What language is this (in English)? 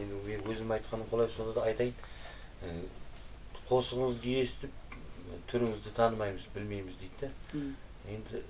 Kara-Kalpak